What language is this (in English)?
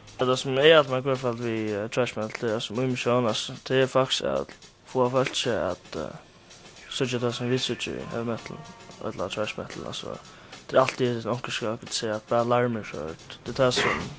Faroese